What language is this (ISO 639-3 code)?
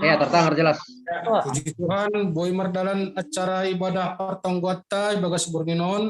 bts